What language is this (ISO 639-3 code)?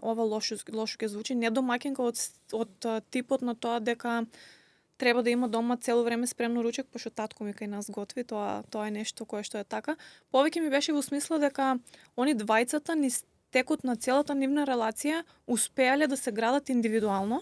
mkd